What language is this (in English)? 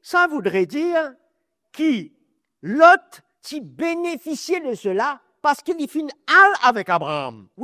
Morisyen